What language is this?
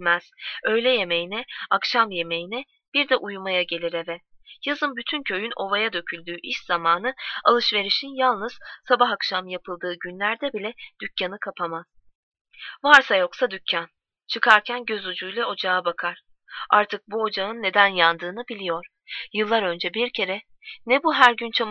Turkish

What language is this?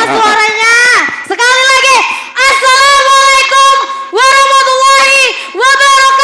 Banjar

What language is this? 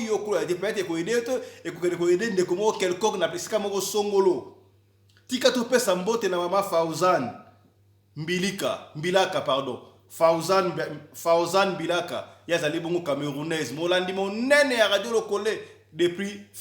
Lingala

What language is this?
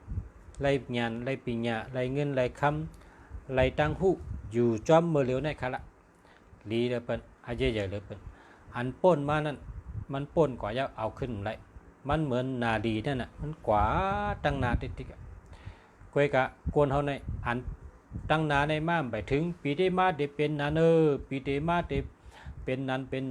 Shan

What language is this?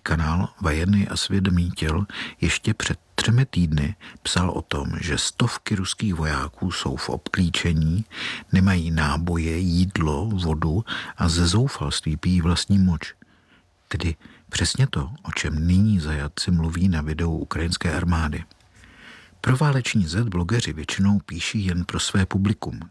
Czech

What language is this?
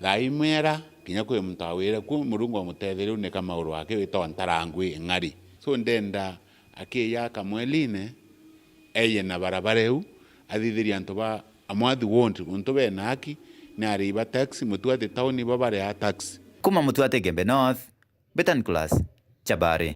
Meru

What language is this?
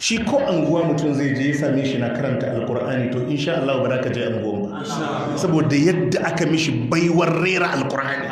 Hausa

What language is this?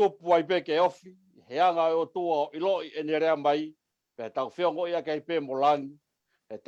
Tongan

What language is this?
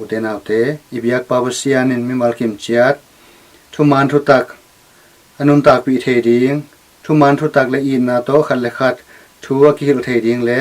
Tedim Chin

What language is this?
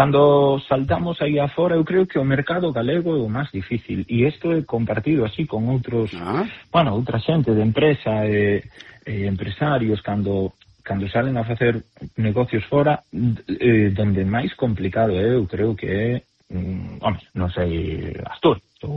Galician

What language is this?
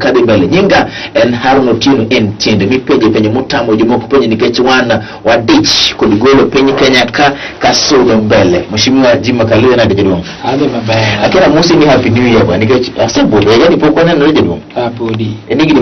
Luo (Kenya and Tanzania)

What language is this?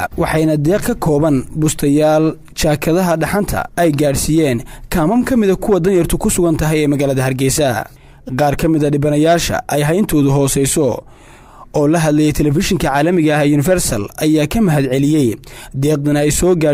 Somali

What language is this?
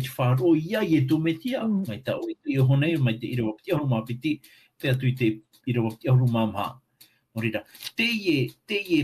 Tahitian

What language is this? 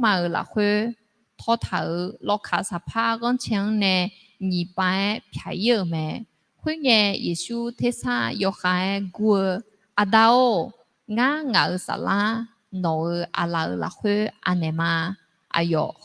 Akha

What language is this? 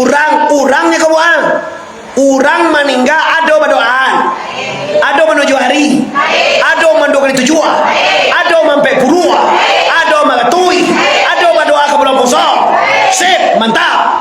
Minangkabau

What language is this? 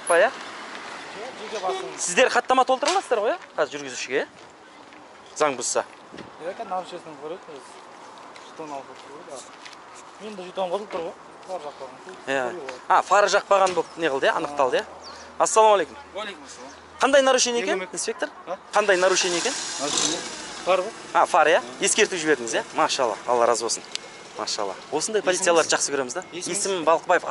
Kazakh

